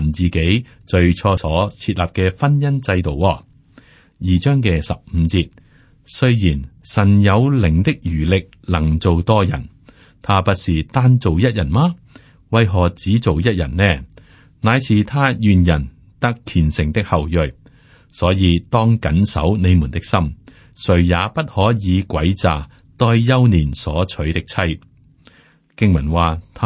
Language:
Cantonese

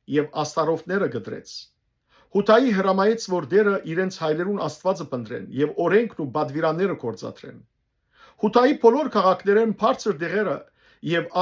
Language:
Western Armenian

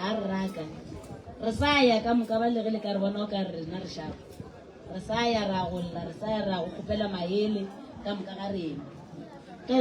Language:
Northern Sotho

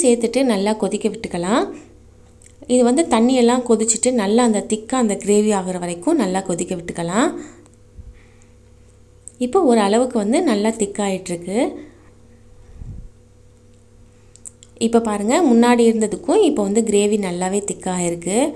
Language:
Tamil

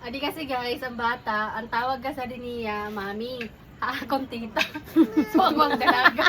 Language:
Waray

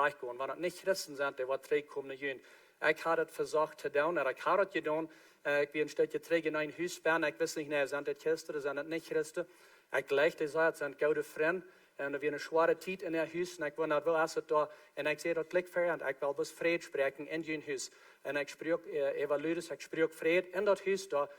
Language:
Plautdietsch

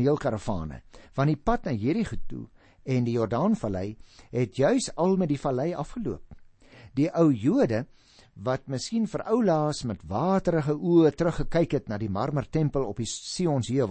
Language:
Afrikaans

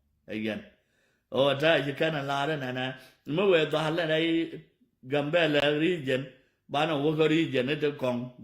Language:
Nuer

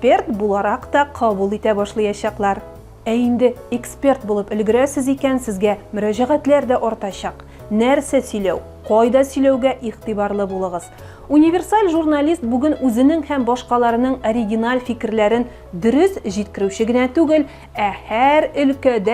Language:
Tatar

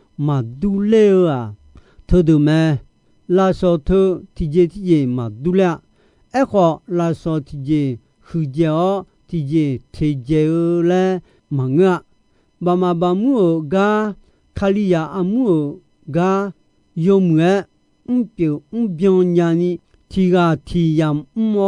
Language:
Akha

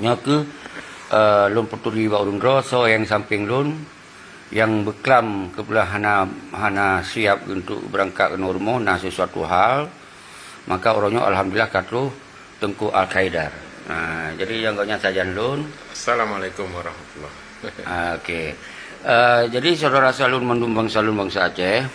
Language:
Achinese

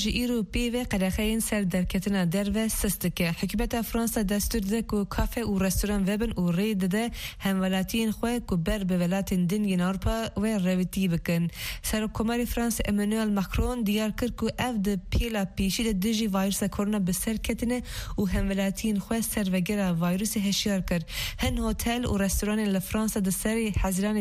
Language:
Kurdish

